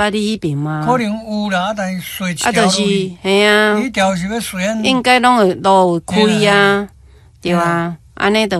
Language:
Min Nan Chinese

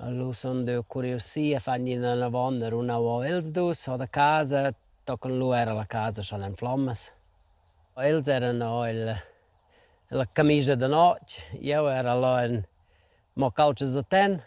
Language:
Romansh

